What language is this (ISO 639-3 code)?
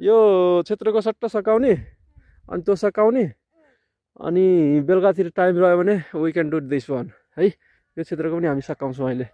nep